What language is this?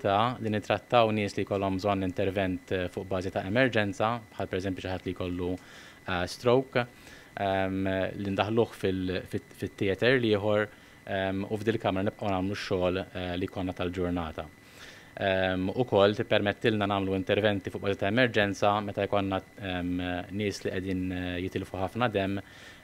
Maltese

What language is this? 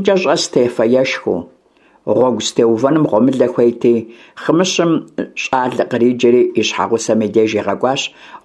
Kabardian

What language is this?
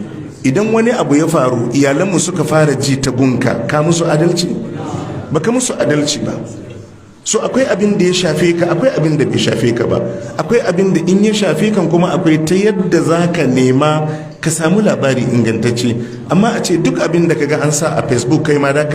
Hausa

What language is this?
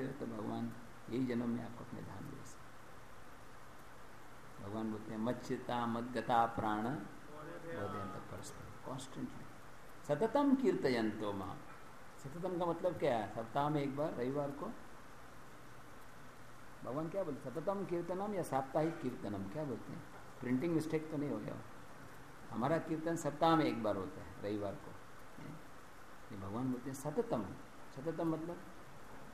Hindi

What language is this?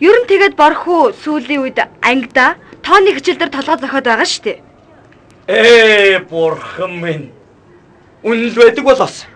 Mongolian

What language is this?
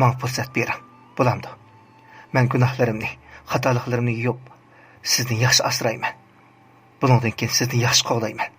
Uyghur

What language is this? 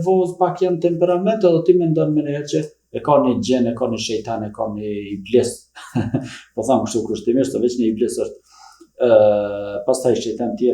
Albanian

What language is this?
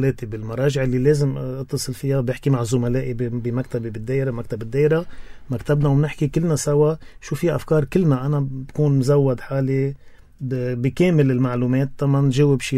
North Levantine Arabic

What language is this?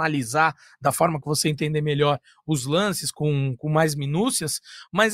Portuguese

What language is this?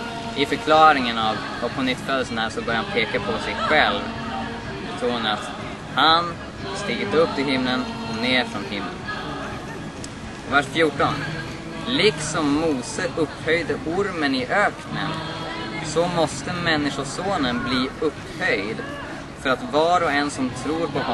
Swedish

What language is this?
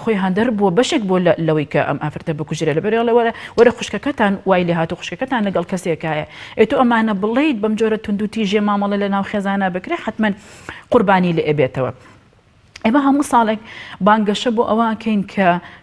Central Kurdish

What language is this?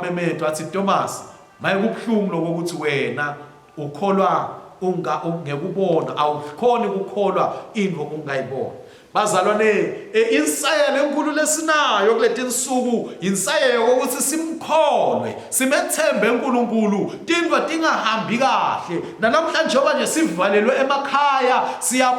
Swati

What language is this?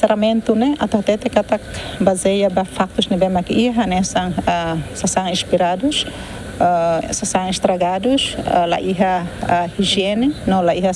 Tetum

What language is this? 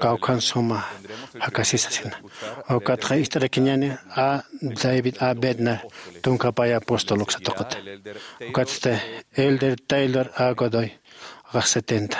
Aymara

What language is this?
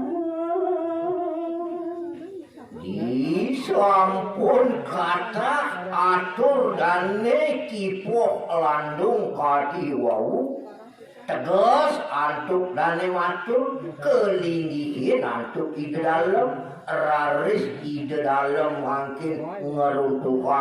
Balinese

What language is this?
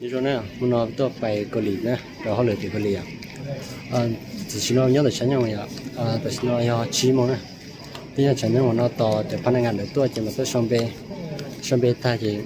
Hmong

